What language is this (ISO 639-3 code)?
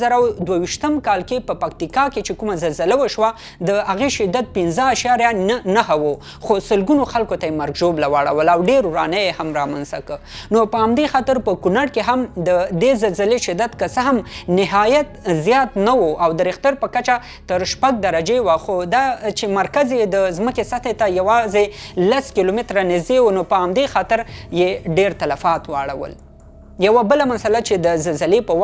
pus